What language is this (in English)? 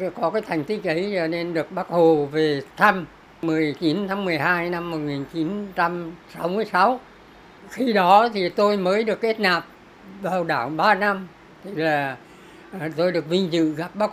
Vietnamese